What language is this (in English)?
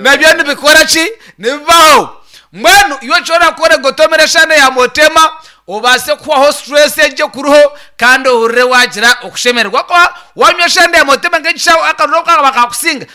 Nyankole